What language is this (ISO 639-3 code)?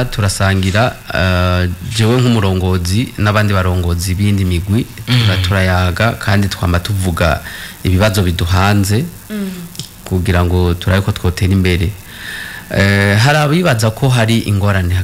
run